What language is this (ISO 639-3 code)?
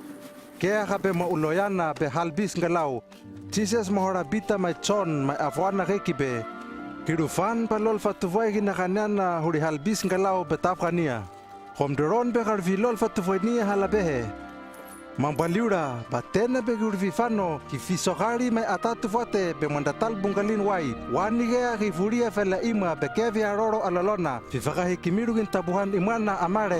lml